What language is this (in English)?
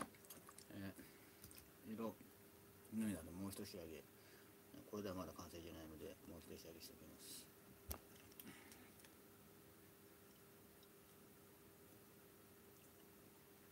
Japanese